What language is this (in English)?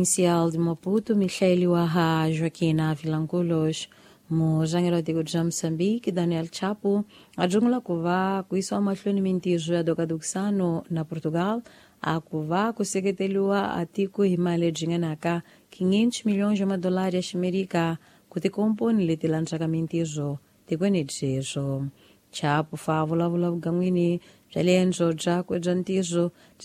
Tsonga